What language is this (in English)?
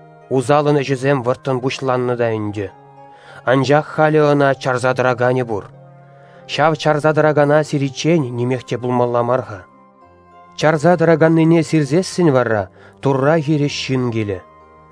Chuvash